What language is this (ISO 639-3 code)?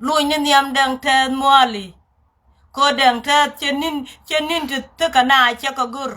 nus